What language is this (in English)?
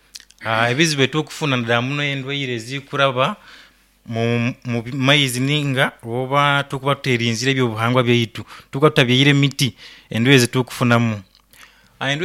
Nyoro